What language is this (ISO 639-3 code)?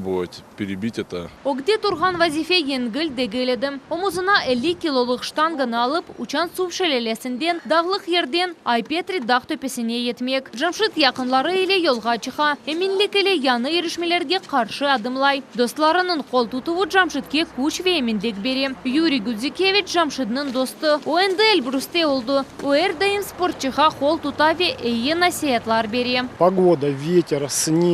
crh